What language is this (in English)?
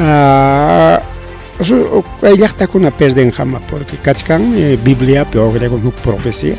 Ayacucho Quechua